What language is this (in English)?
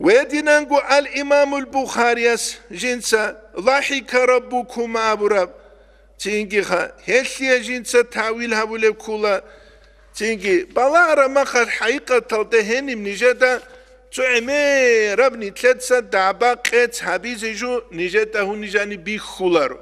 Avaric